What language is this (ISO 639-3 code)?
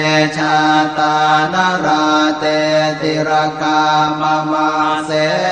pli